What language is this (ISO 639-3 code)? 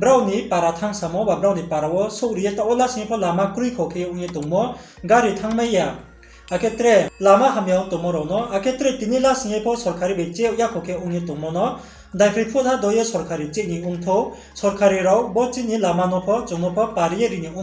ria